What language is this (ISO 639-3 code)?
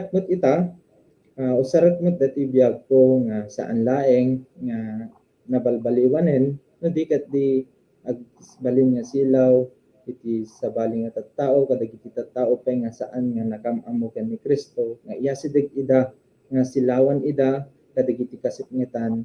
ilo